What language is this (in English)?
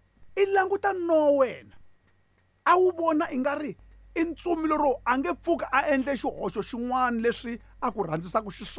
Tsonga